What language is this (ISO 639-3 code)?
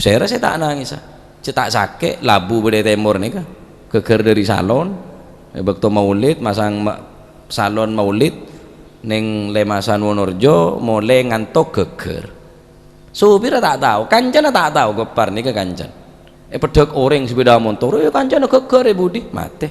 mad